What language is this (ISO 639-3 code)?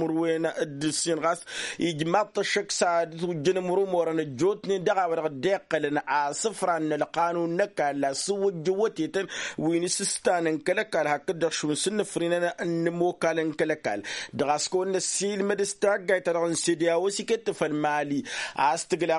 taq